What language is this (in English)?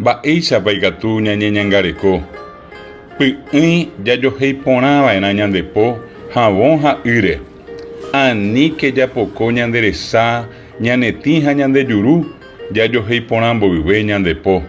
Guarani